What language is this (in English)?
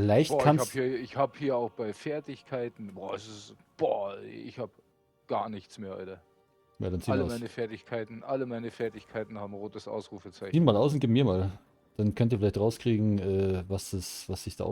Bavarian